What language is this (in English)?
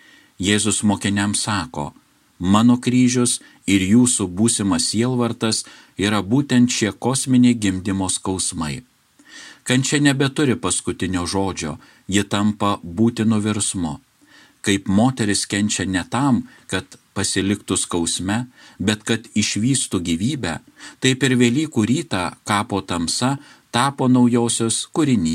Lithuanian